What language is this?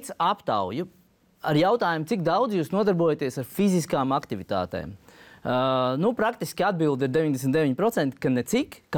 Latvian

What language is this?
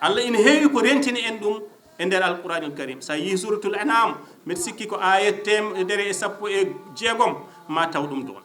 Fula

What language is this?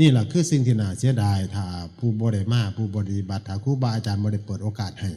Northeastern Thai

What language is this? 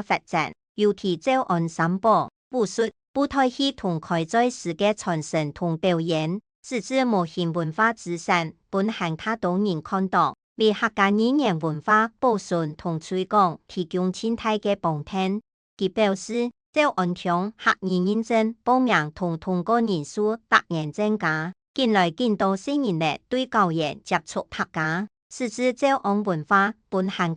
Hakka Chinese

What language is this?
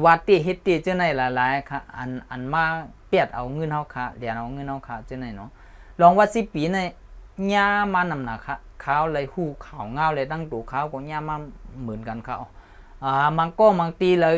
Shan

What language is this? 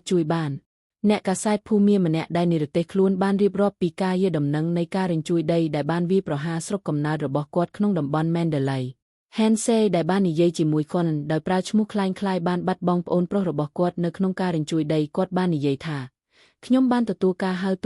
Khmer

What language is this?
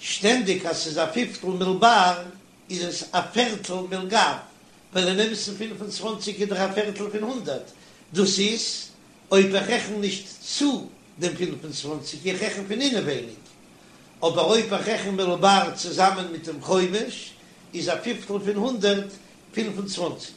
Yiddish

